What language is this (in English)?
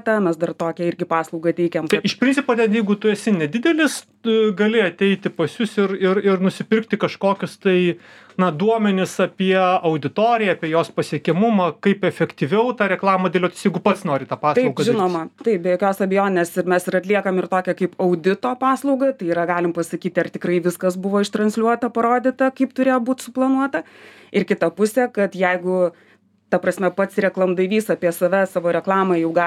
Lithuanian